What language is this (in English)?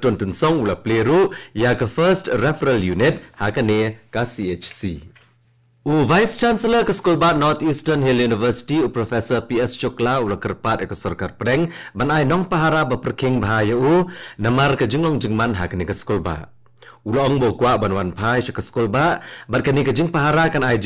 Khasi